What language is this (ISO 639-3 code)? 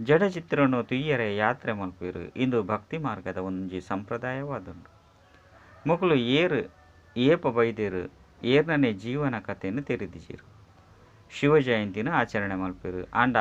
tcy